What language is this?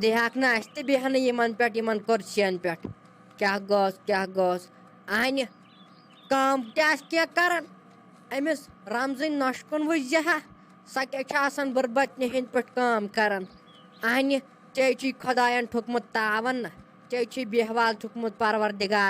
Kashmiri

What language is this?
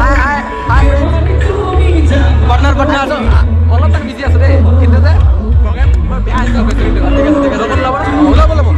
Sylheti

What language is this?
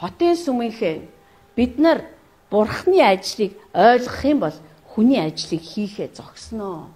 Mongolian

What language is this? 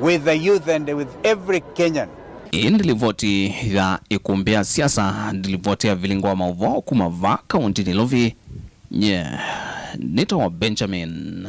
Kamba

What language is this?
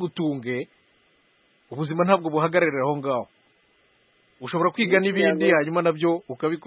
Kinyarwanda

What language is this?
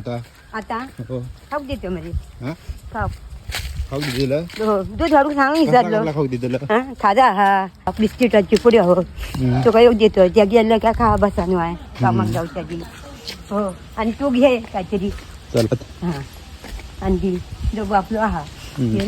Konkani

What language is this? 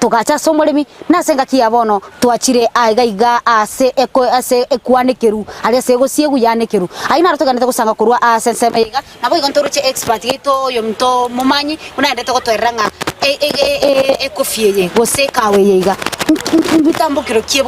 Gusii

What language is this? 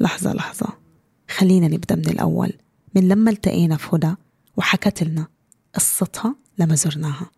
North Levantine Arabic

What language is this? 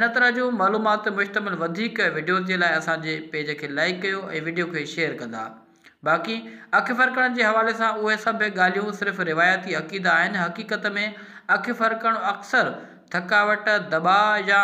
Sindhi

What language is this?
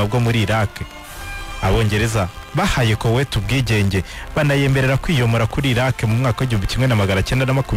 Kinyarwanda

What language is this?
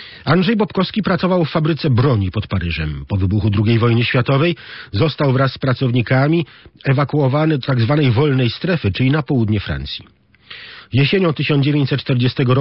Polish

